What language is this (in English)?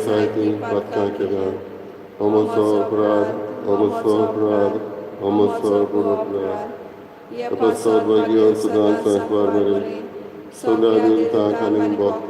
Konkani